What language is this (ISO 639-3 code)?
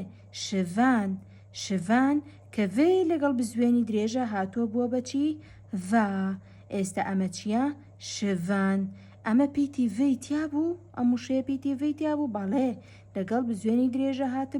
ckb